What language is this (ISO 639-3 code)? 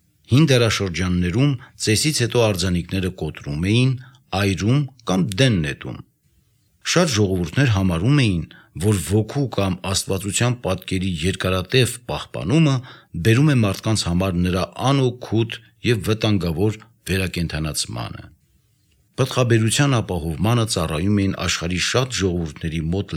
hye